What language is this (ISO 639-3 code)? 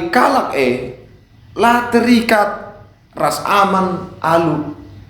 btx